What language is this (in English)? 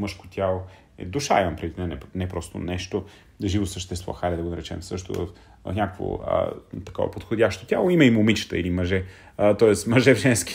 Bulgarian